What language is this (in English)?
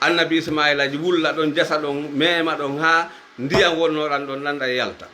Fula